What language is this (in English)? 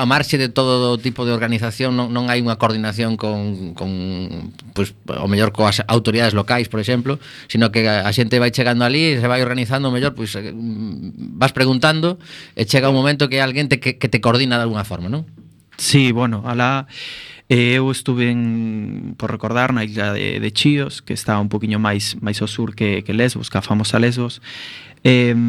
Galician